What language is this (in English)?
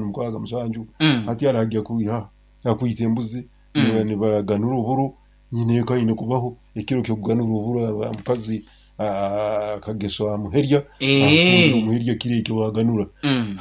Nyankole